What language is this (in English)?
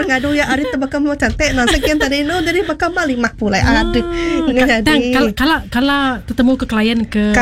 Iban